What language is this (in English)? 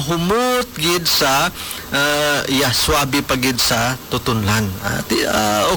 Hiligaynon